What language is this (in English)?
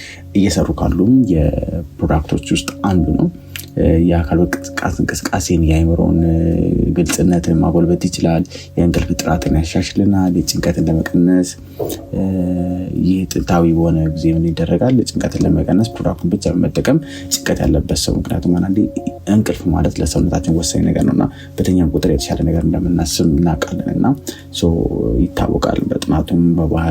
Amharic